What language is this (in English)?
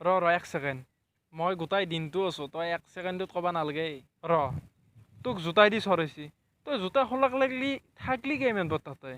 Assamese